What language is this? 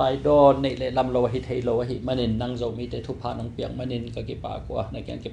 Tedim Chin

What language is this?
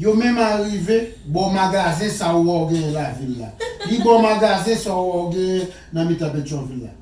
Haitian Creole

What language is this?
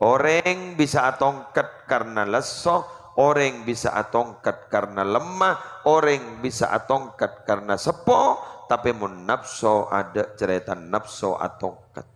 Madurese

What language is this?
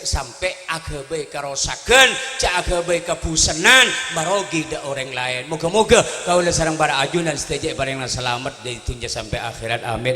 Madurese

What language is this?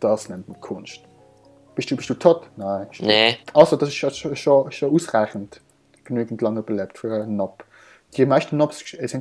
Swiss German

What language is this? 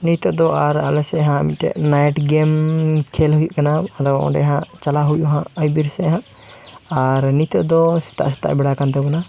Santali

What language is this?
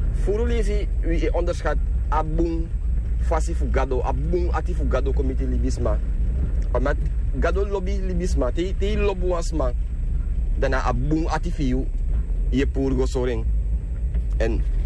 Sranan Tongo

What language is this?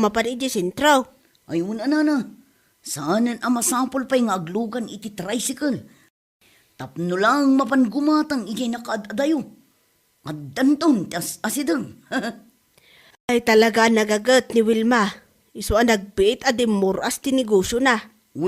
Iloko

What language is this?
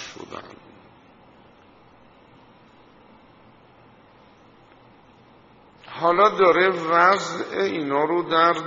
Persian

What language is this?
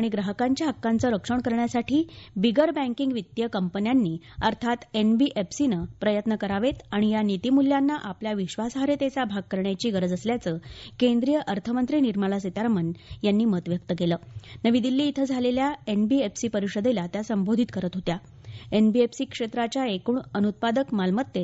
Marathi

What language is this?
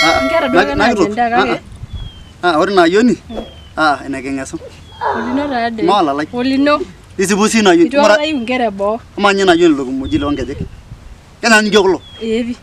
Masai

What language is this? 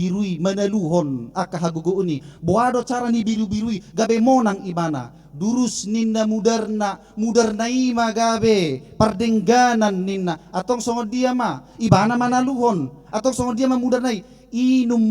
Batak Toba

